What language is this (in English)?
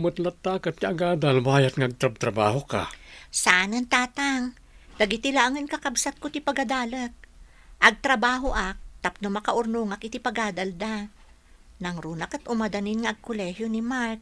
Iloko